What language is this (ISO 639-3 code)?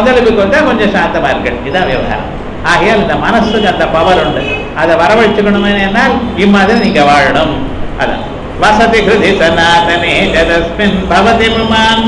tam